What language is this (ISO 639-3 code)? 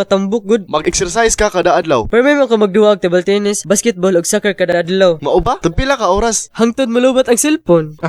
ceb